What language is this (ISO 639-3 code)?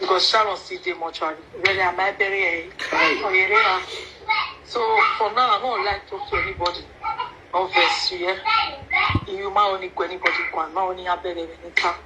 pcm